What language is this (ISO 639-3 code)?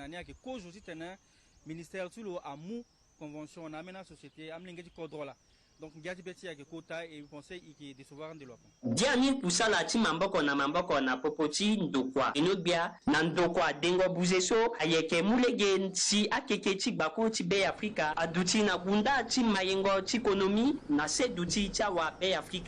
sag